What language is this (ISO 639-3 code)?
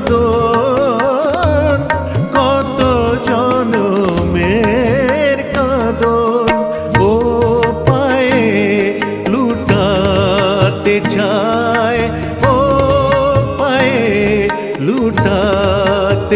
ben